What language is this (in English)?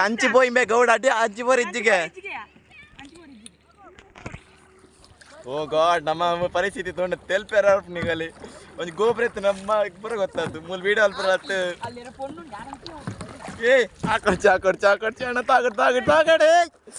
Tulu